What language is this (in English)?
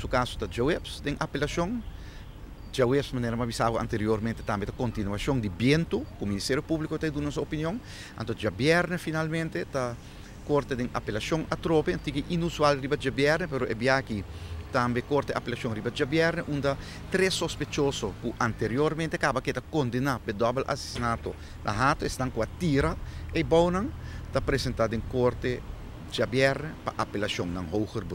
Papiamento